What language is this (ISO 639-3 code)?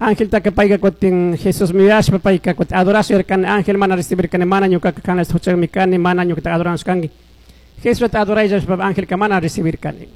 qug